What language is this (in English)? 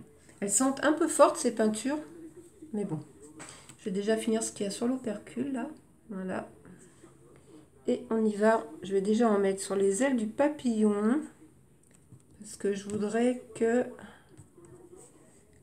French